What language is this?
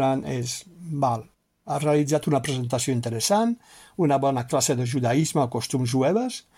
Catalan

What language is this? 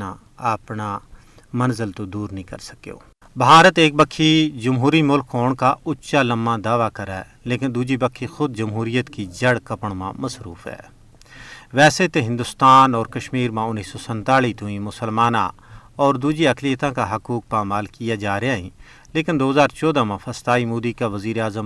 Gujari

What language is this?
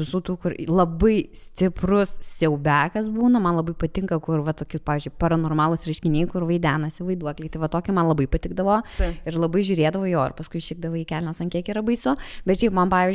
Lithuanian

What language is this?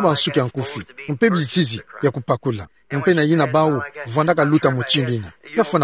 Kituba (Democratic Republic of Congo)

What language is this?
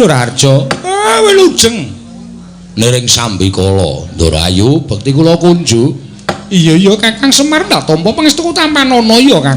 Javanese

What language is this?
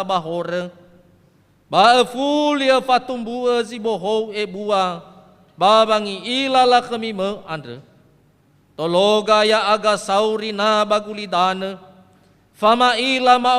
Nias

